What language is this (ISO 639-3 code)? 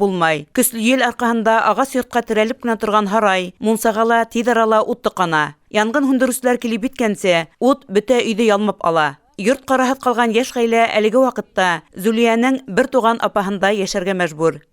bak